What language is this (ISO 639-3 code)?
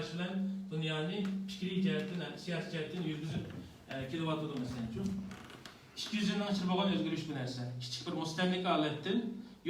uig